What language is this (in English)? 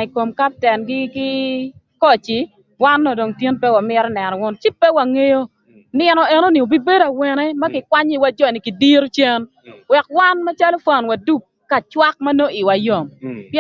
Acoli